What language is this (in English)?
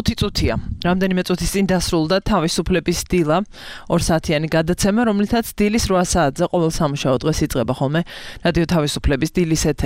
Georgian